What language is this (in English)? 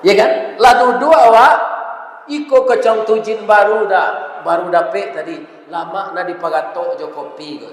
Minangkabau